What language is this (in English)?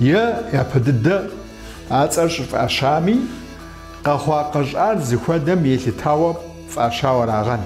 Kabardian